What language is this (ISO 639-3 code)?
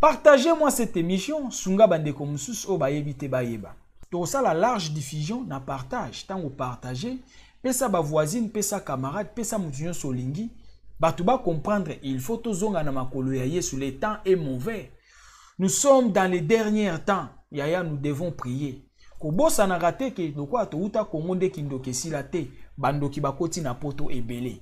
lin